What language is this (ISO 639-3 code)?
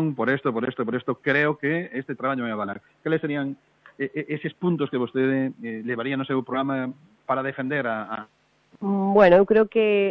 glg